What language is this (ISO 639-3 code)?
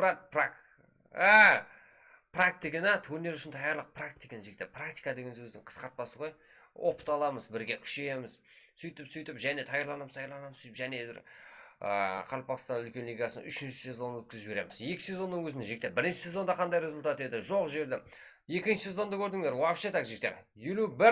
kaa